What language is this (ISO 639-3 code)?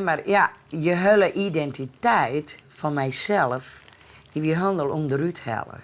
fry